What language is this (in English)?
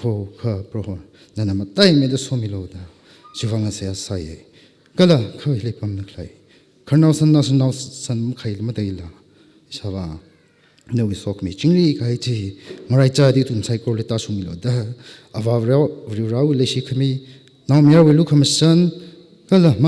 Tangkhul Naga (India)